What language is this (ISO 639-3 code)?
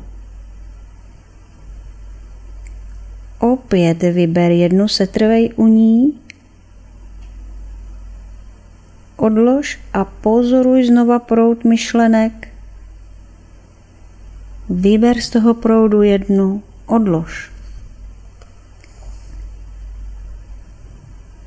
ces